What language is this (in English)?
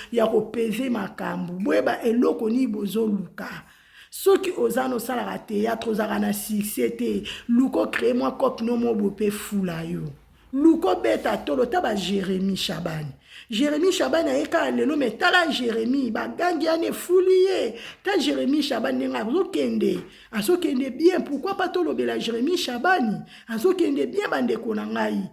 Lingala